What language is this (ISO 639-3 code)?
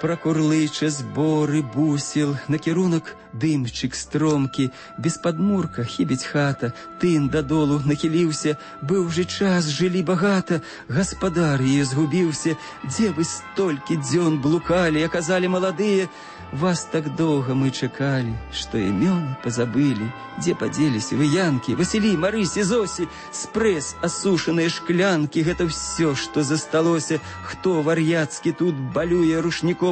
bel